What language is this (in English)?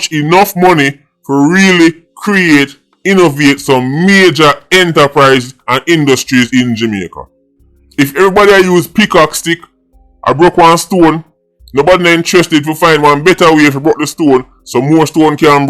Jamaican Creole English